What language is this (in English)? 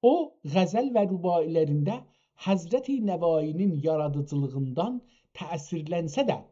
South Azerbaijani